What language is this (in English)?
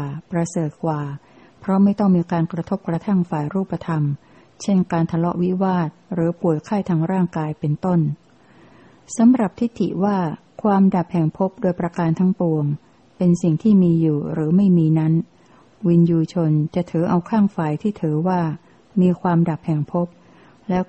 Thai